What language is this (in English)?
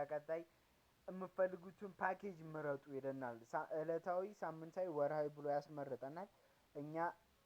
Amharic